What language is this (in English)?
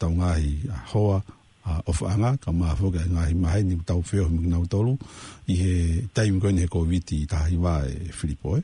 Tongan